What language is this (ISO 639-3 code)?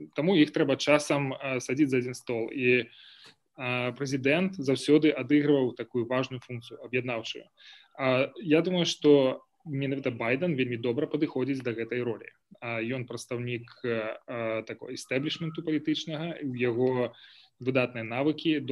bel